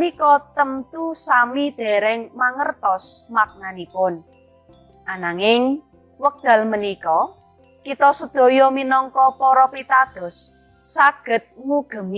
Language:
Javanese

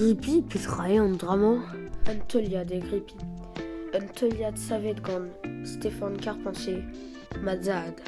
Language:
Breton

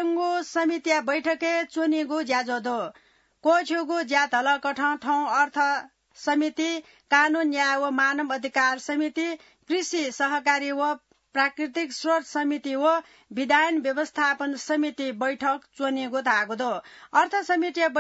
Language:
Newari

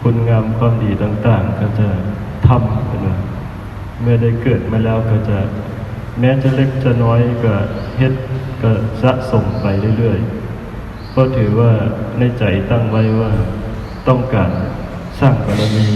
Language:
Northeastern Thai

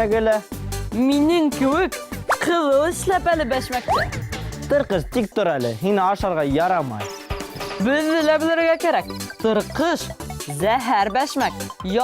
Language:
Bashkir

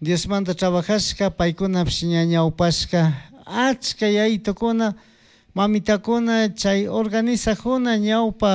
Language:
Chimborazo Highland Quichua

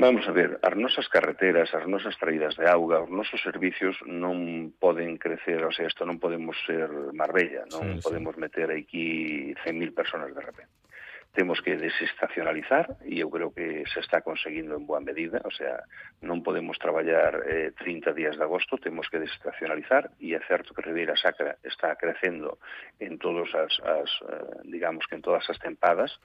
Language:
Galician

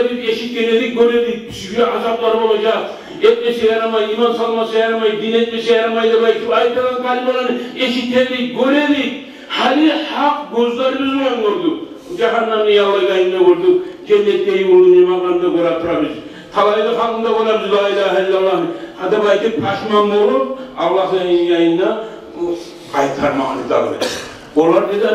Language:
Kumyk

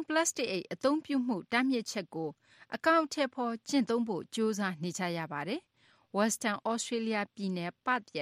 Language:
Burmese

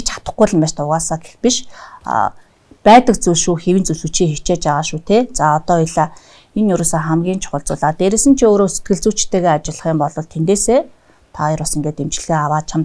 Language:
Mongolian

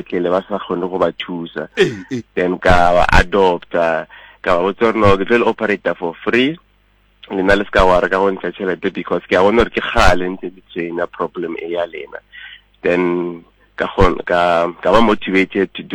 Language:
Southern Sotho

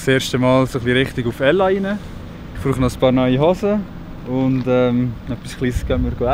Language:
Swiss German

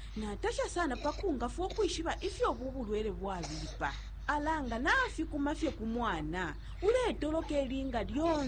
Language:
Bemba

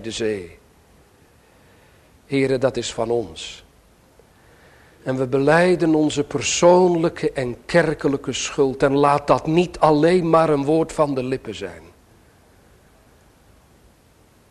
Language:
Dutch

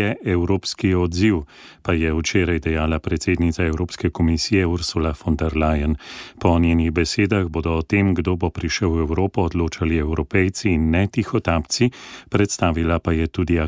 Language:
Slovenian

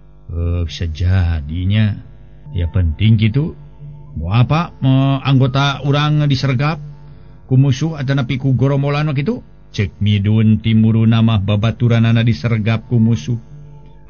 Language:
Sundanese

